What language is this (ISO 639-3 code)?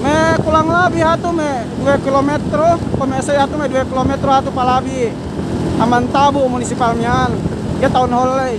yka